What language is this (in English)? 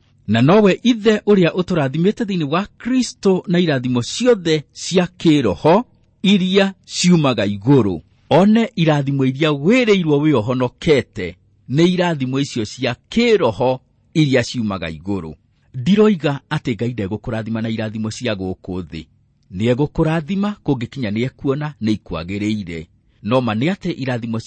Kikuyu